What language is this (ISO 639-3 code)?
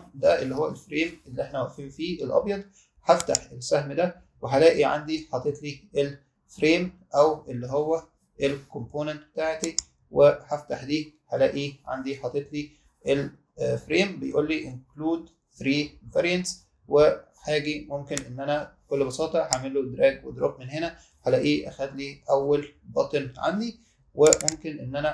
arz